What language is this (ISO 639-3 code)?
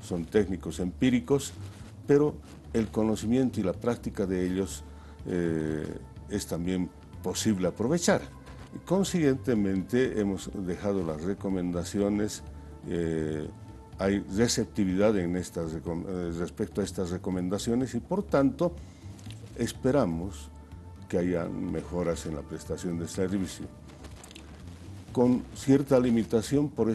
spa